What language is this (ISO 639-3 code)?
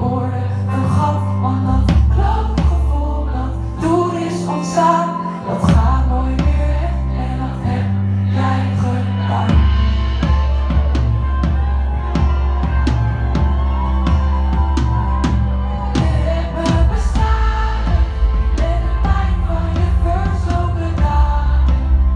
nld